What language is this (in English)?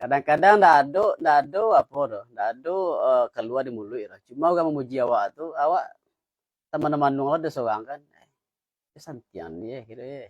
Minangkabau